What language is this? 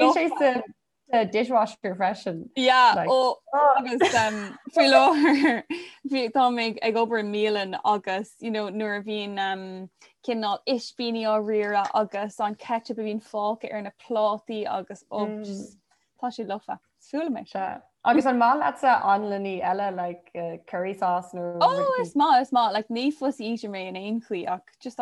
Irish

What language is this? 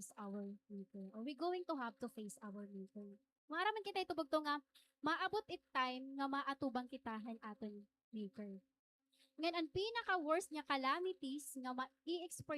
Waray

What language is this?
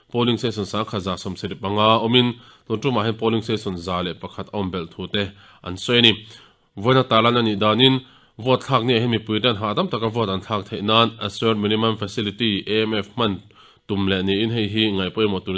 Mizo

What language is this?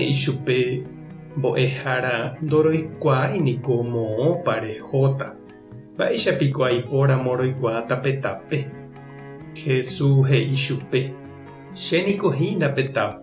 Guarani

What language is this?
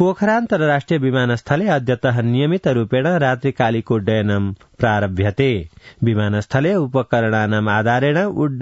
Sanskrit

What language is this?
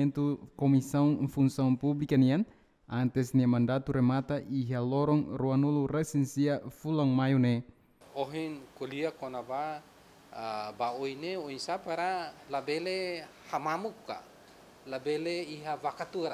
Tetum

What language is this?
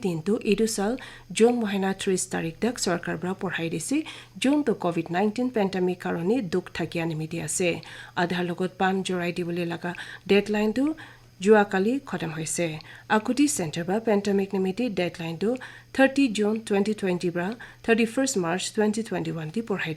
Naga Pidgin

